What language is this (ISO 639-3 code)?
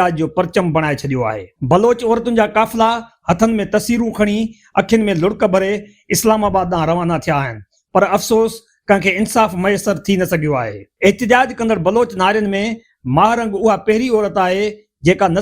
snd